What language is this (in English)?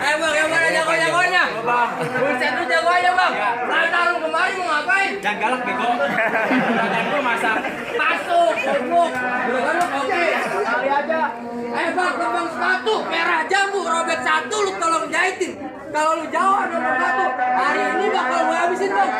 Betawi